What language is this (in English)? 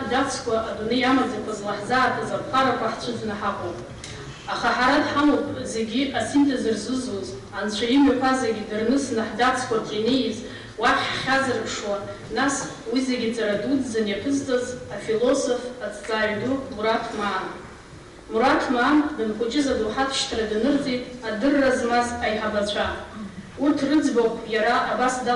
Abkhazian